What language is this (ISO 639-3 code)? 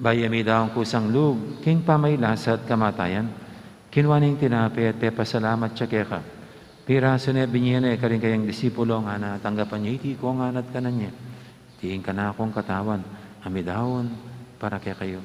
pam